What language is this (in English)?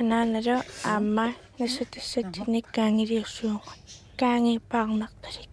Kalaallisut